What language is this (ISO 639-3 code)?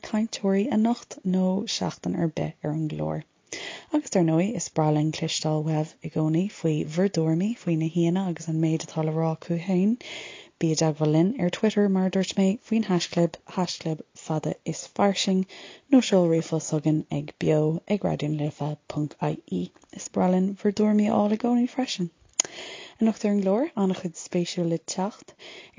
gle